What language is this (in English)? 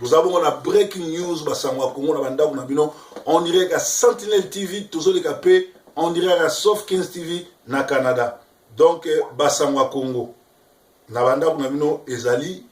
Lingala